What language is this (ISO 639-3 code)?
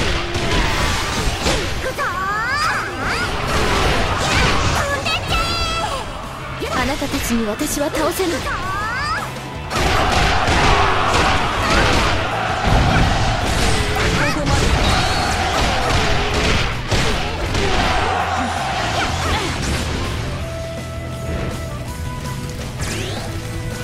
jpn